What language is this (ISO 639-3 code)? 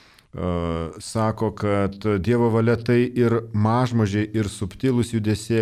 lit